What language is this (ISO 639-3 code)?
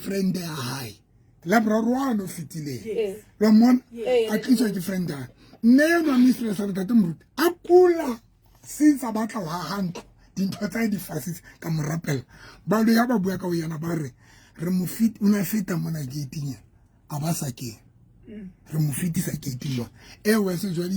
sot